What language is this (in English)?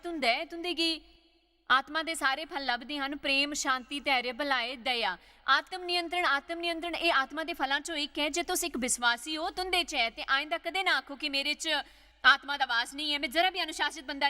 Dogri